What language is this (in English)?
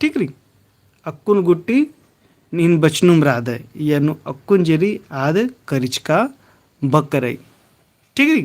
Kurukh